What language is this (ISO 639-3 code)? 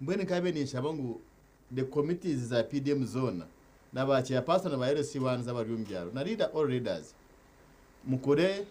nyn